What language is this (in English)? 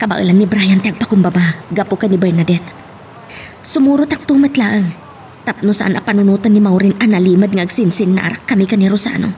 Iloko